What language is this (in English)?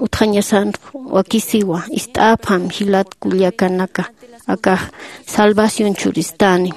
Aymara